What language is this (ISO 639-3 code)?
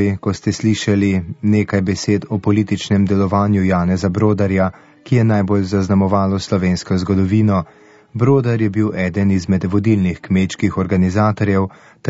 slv